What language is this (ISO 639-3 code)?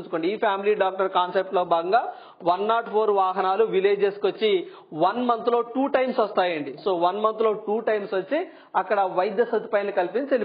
tel